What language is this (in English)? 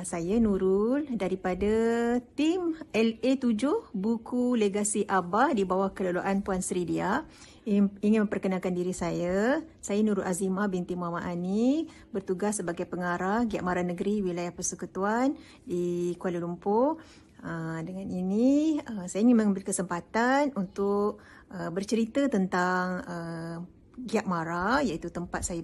Malay